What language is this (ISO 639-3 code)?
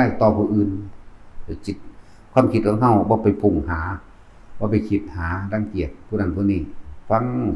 lao